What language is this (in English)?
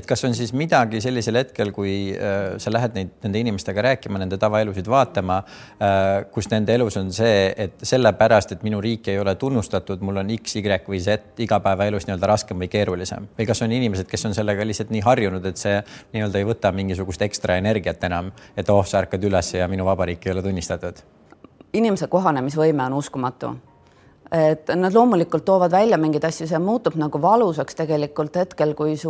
Estonian